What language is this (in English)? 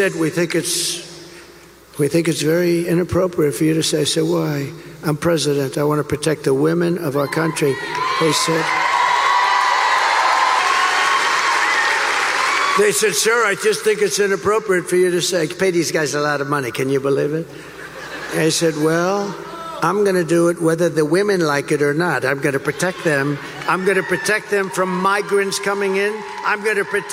English